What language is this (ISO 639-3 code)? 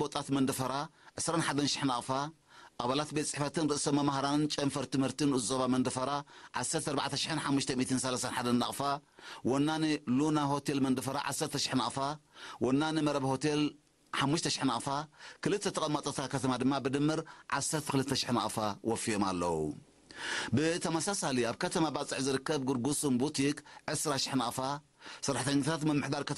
tir